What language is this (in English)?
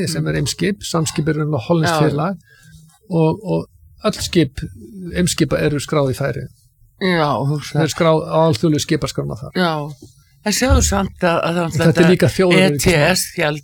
Icelandic